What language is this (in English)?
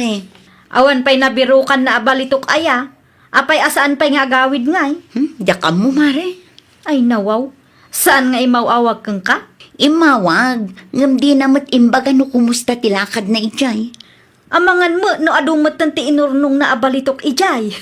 Iloko